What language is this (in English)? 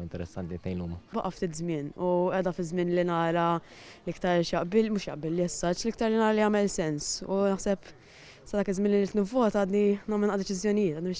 Maltese